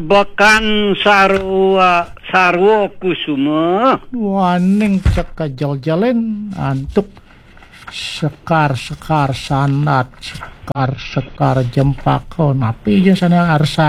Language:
Balinese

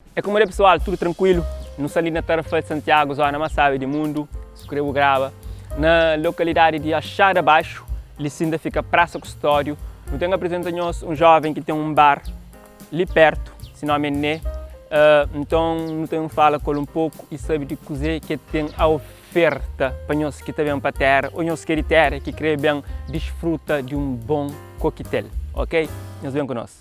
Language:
Kabuverdianu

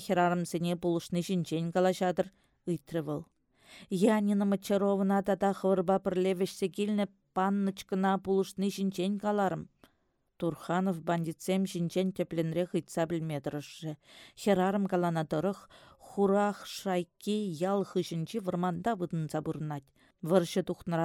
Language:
Chuvash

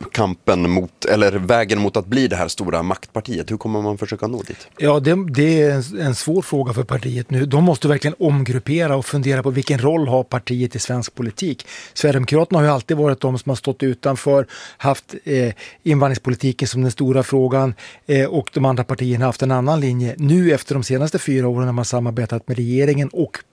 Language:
Swedish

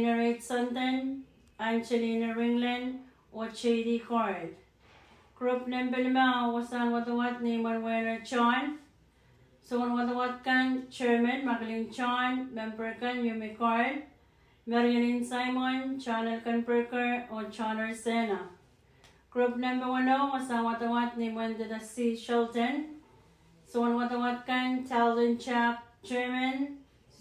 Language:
Pohnpeian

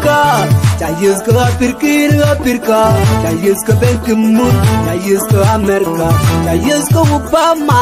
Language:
Nuer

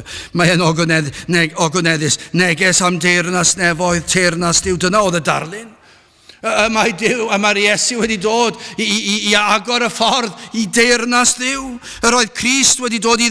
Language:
Welsh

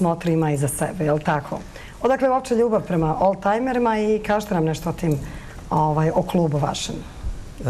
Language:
Bosnian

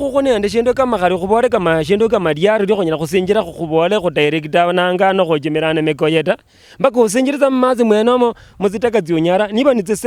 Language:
Luyia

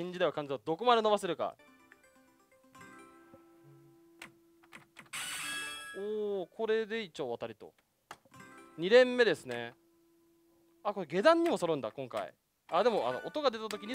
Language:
Japanese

